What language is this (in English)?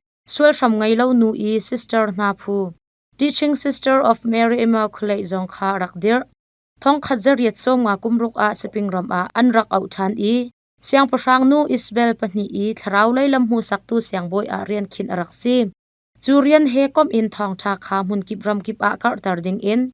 Hakha Chin